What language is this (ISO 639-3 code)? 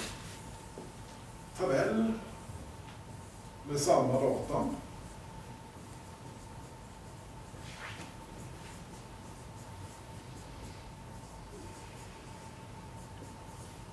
swe